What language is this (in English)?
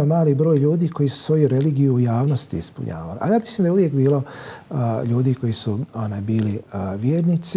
Bosnian